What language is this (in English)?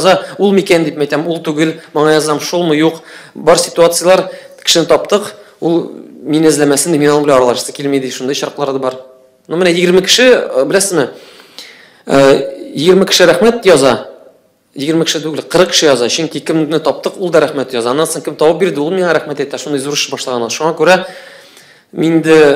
Tatar